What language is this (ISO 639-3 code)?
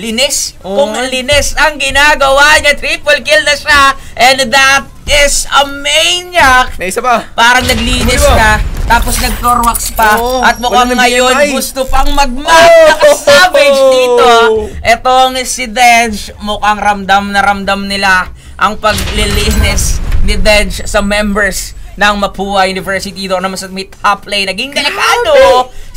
fil